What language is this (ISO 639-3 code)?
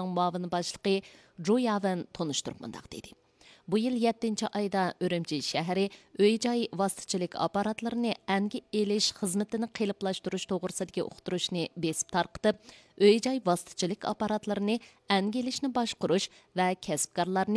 uig